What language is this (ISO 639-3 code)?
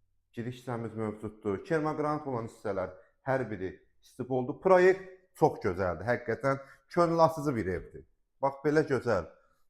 aze